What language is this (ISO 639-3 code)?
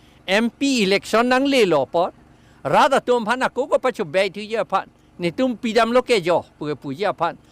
mjw